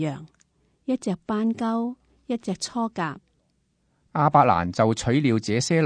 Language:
Cantonese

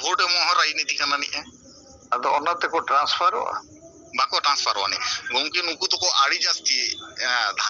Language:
Santali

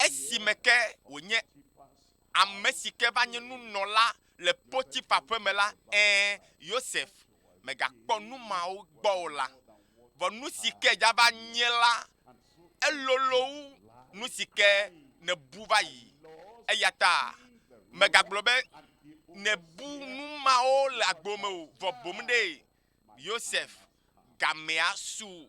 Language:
Ewe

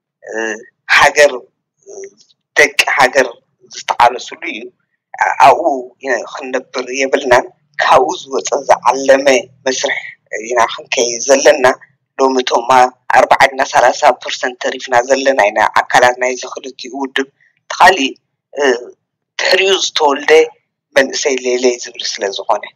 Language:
Tigrinya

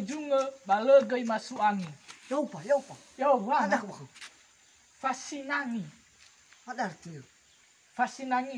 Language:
Nias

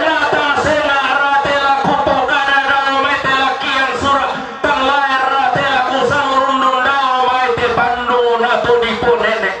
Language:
Toraja-Sa'dan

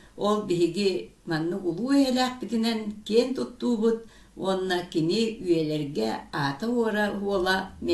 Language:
Yakut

